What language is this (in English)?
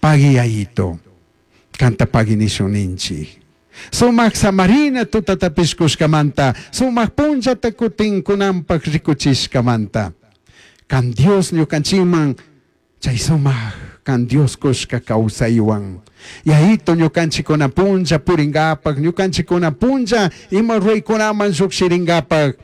Chimborazo Highland Quichua